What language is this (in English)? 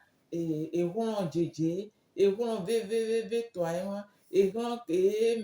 Gen